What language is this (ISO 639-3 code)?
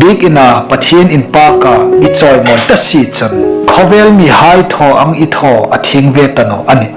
hmr